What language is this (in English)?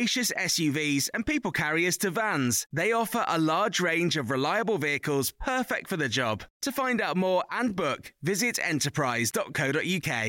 English